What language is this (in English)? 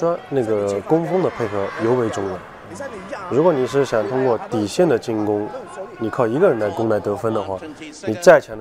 Chinese